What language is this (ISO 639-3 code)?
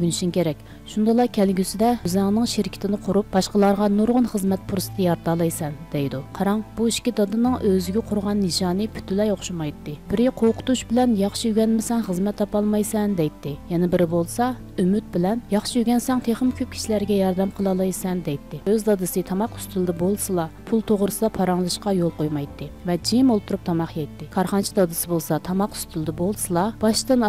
uig